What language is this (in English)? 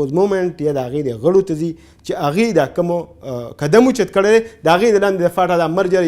Pashto